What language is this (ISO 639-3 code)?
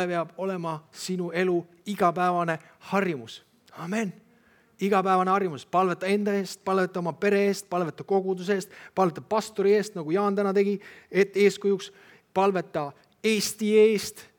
est